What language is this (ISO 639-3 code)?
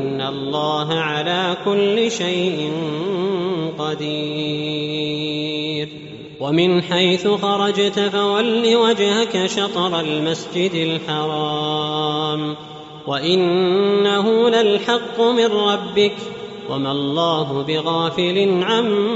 ara